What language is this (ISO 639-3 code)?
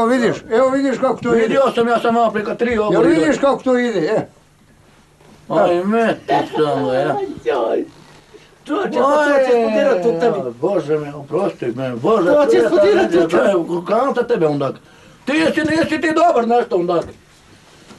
bos